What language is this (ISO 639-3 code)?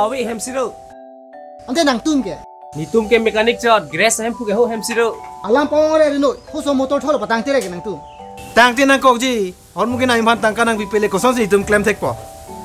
mjw